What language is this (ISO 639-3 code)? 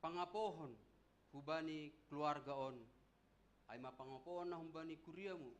bts